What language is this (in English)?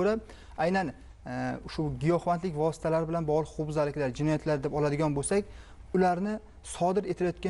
Uzbek